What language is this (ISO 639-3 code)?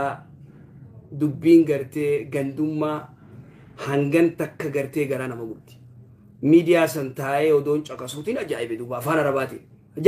orm